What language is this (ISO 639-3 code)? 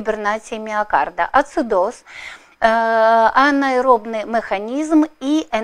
ukr